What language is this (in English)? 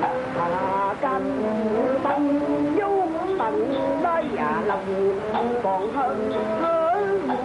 Vietnamese